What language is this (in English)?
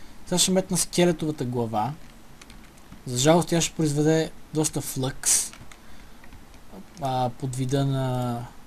Bulgarian